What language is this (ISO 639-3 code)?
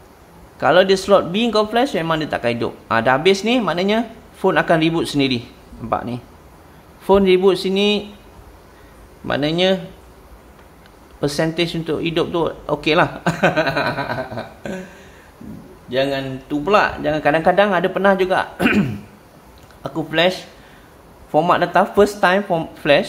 msa